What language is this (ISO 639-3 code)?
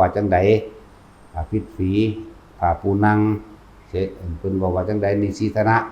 tts